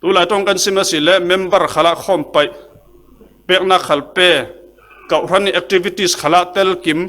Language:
Falam Chin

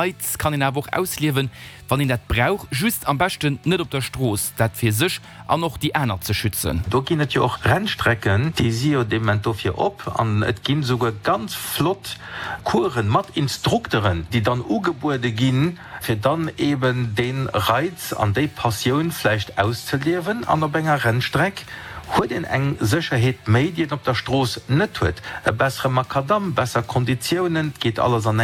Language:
Luxembourgish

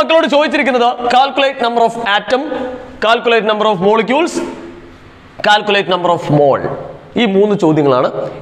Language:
Malayalam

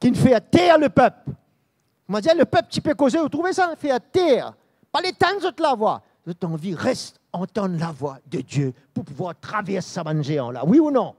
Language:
Morisyen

